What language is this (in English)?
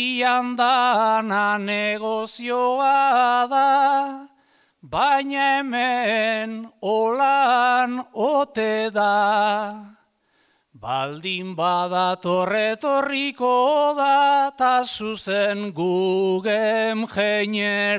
Basque